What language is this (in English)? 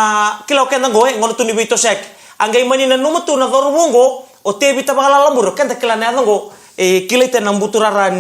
Fijian